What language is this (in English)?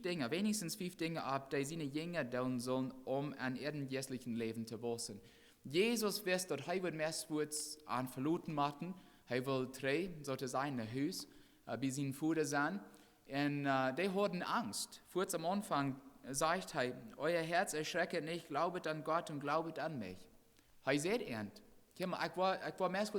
Plautdietsch